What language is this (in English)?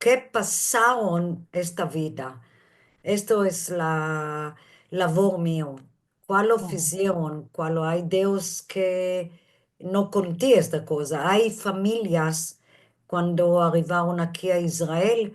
Ladino